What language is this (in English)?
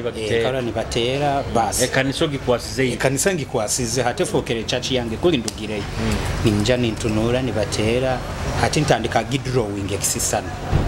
Nyoro